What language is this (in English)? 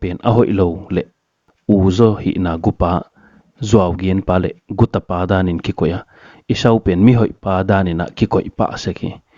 Paite Chin